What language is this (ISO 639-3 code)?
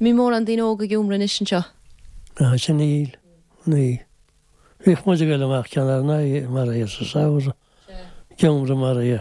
gle